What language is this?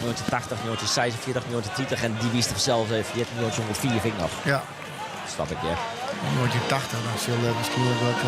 Western Frisian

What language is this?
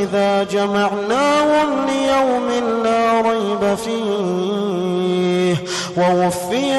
Arabic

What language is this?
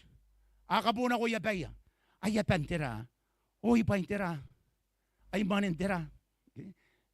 Gilbertese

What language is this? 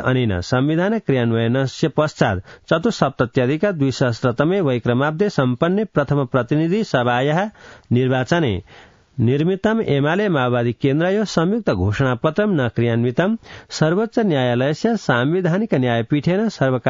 Sanskrit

